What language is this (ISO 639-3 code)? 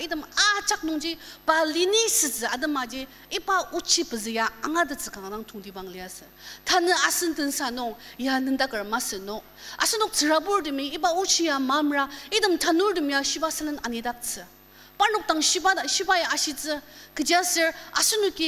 njo